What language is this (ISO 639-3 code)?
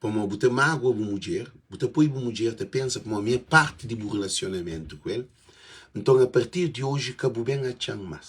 kea